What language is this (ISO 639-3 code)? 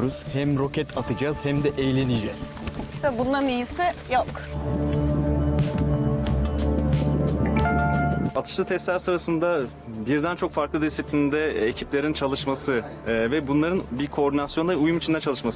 tur